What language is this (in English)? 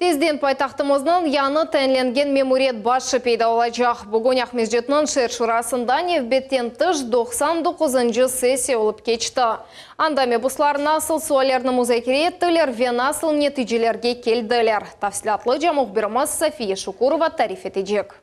Crimean Tatar